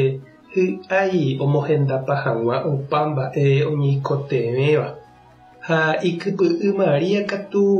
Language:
Guarani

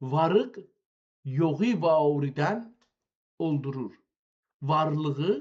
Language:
South Azerbaijani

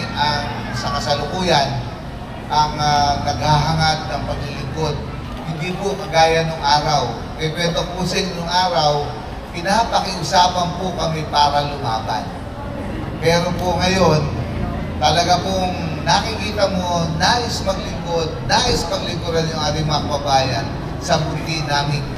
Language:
Filipino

